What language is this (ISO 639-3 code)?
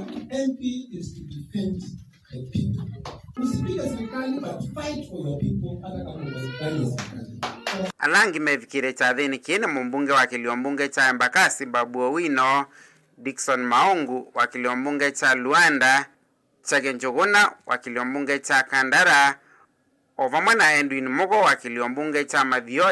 kam